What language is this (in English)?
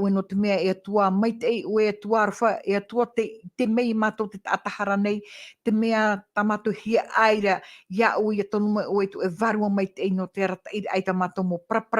Tahitian